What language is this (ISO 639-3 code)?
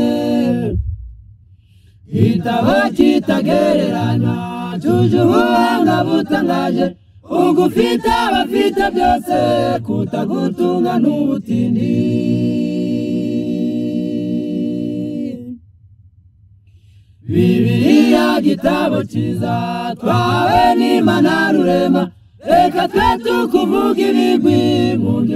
kin